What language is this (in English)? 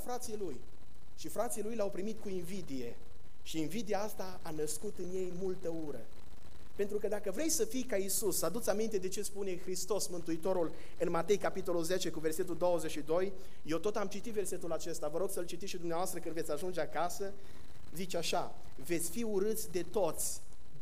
Romanian